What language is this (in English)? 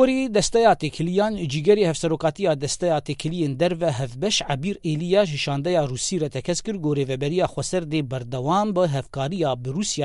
Kurdish